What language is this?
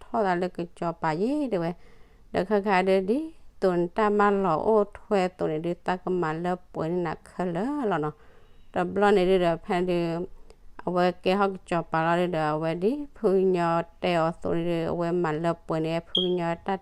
S'gaw Karen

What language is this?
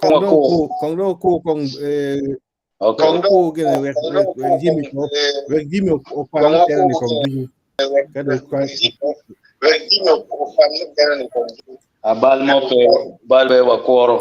Acoli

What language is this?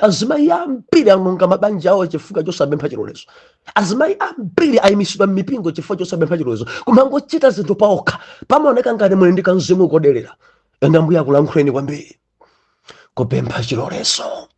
Nyanja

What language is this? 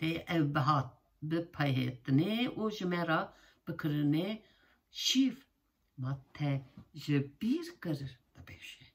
Kurdish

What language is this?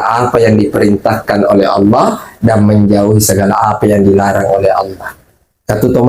Buginese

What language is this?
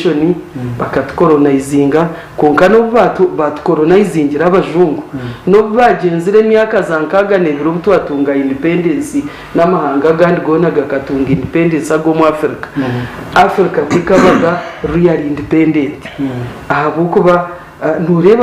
Nyankole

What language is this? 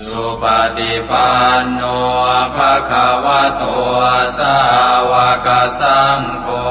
Pali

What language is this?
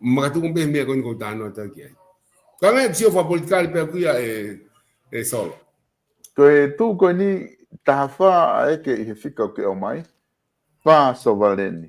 Tongan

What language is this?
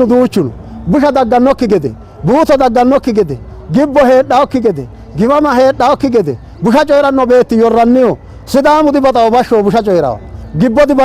Sidamo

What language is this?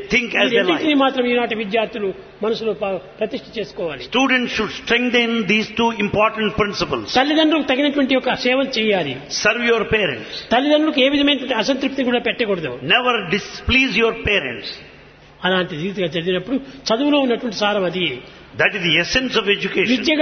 Telugu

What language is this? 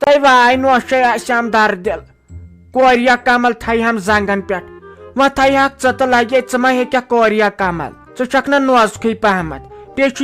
Kashmiri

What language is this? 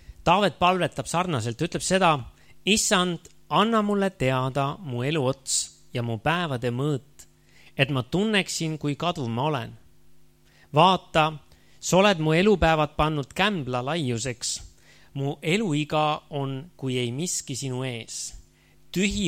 Estonian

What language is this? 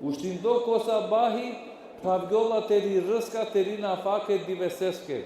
Balkan Romani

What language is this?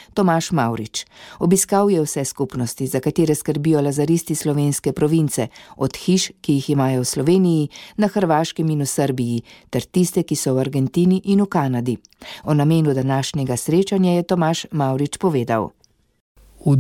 Slovenian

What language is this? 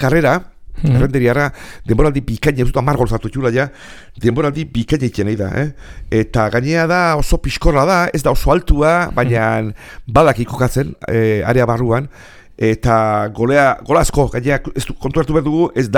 Basque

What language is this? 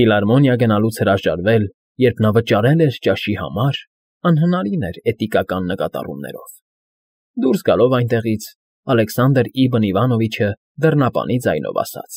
Armenian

